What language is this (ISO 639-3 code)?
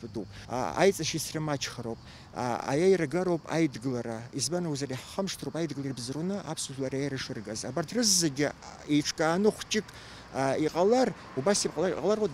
abk